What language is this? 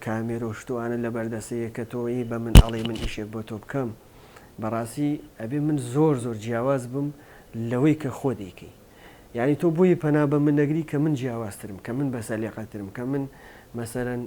Central Kurdish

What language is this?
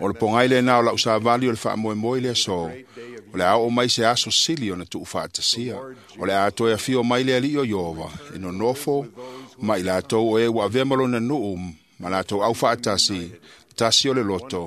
Samoan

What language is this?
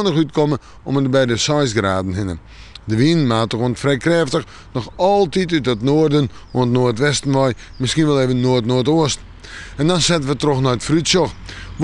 Western Frisian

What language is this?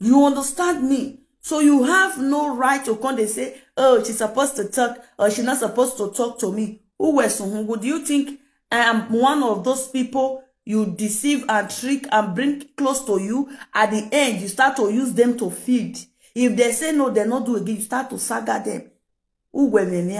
Nigerian Pidgin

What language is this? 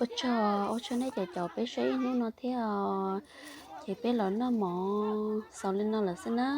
Hmong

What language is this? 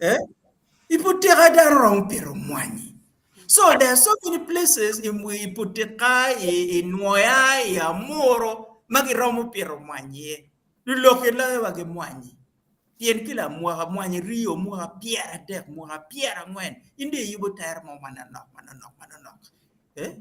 Acoli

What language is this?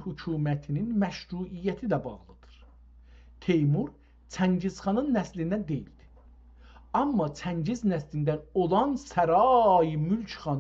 South Azerbaijani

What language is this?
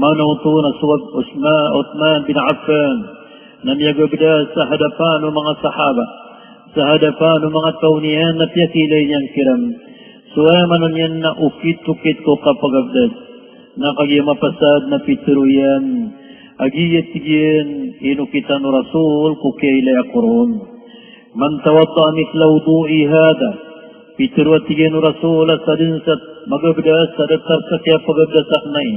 Maranao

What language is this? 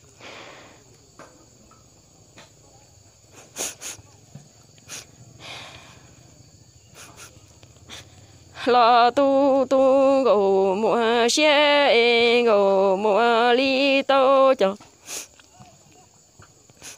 Vietnamese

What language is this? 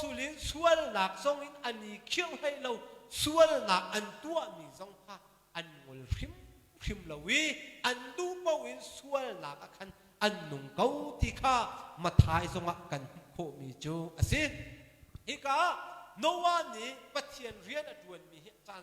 Hakha Chin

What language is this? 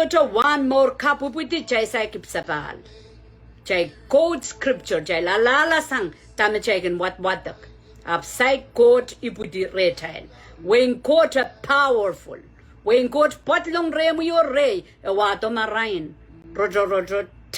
Pohnpeian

